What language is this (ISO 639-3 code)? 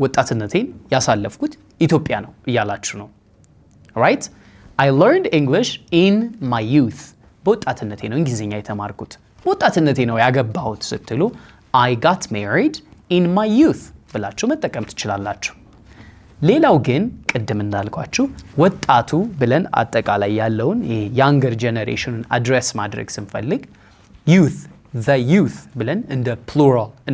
amh